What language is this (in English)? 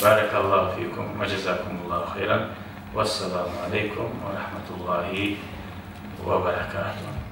Kumyk